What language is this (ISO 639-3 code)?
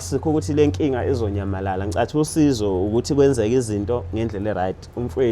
zul